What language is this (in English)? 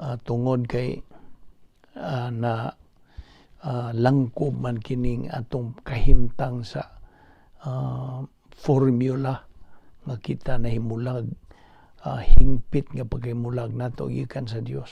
Cebuano